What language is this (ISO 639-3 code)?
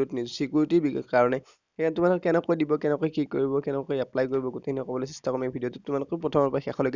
asm